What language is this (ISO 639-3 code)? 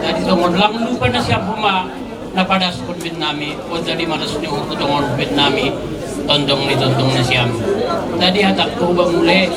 bts